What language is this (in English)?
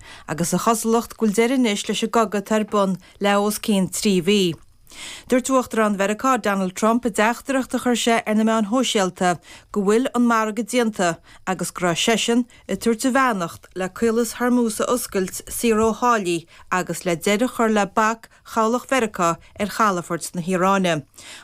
Irish